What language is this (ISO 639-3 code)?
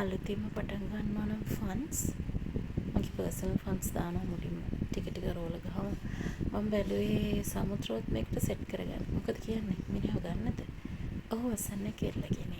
sin